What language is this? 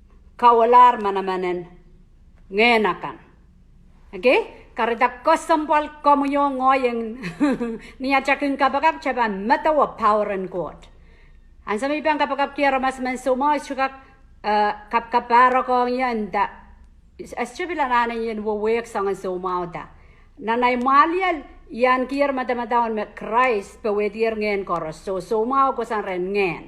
Pohnpeian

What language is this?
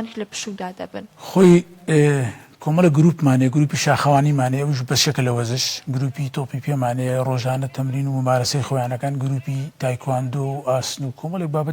Central Kurdish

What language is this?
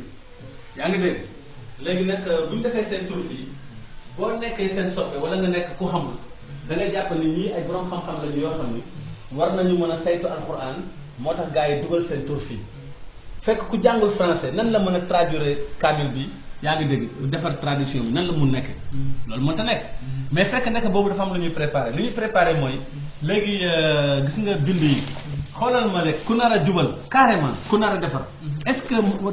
Wolof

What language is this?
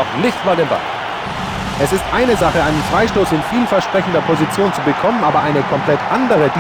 Bavarian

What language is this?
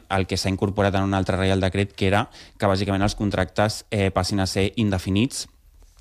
Catalan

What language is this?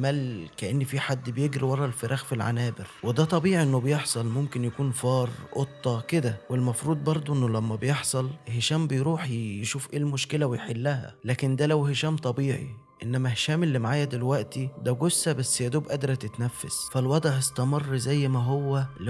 Egyptian Arabic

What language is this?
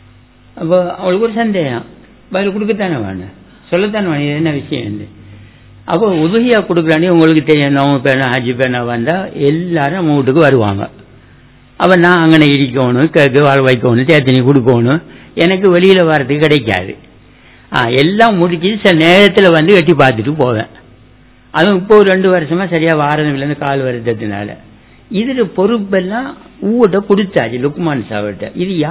Tamil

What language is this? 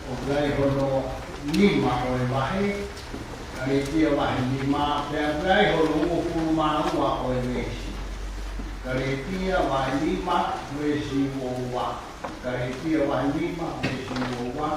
Tongan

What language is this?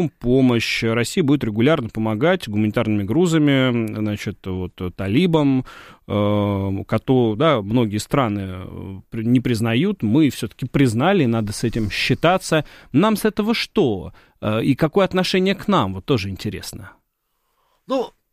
Russian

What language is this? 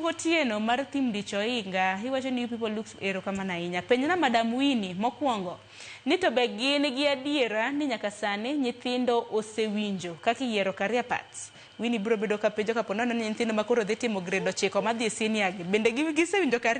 Luo (Kenya and Tanzania)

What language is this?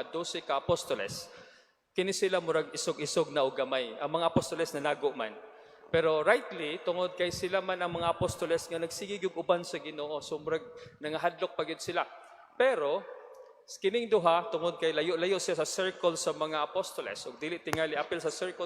Cebuano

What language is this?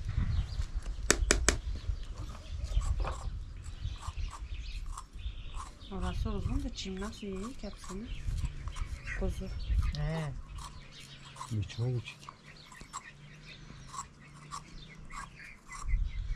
Turkish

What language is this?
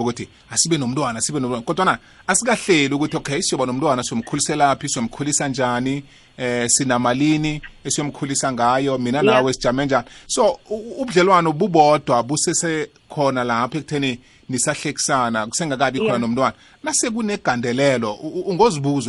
South Ndebele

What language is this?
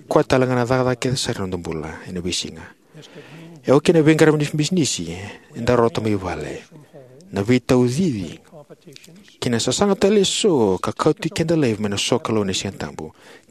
Fijian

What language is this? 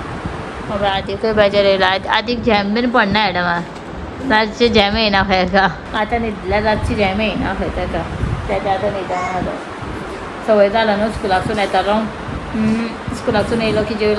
Konkani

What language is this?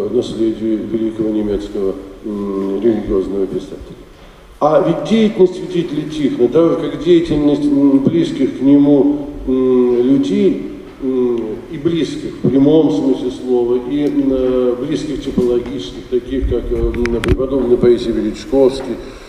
Russian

